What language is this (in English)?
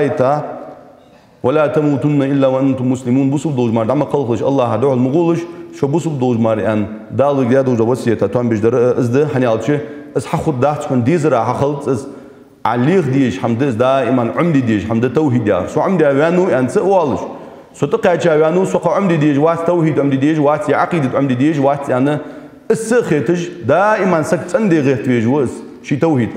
Ingush